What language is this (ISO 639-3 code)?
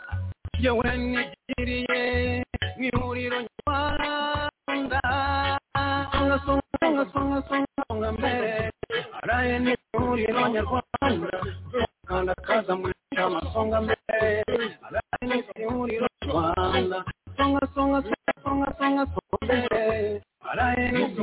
kin